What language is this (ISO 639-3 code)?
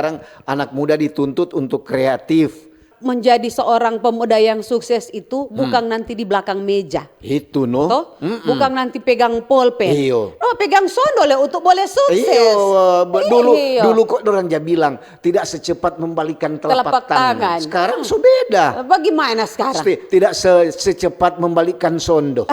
xmm